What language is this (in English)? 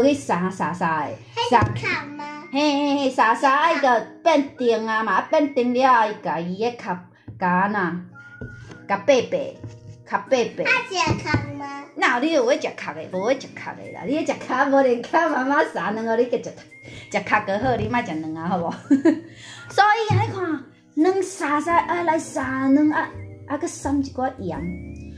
Min Nan Chinese